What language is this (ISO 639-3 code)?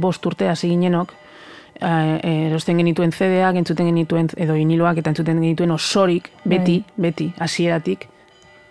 eus